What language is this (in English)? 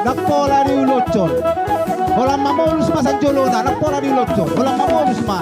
Batak Toba